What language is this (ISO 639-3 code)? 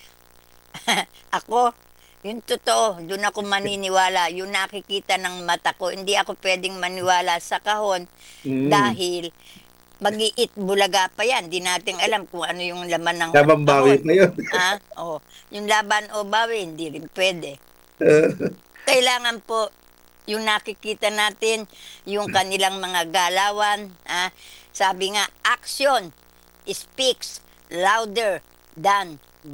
fil